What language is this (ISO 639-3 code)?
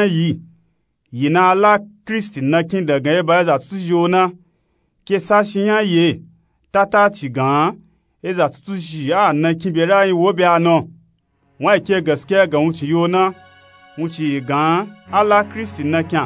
nup